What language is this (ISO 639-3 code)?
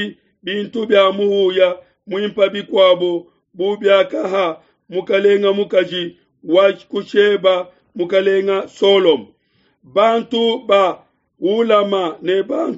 lua